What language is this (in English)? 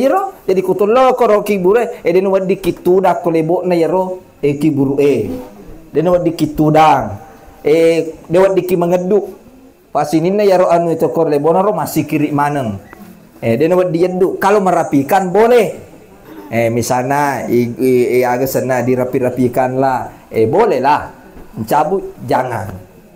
Buginese